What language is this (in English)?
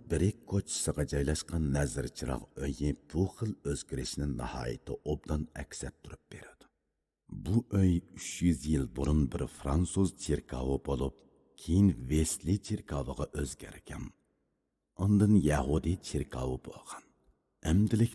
Uyghur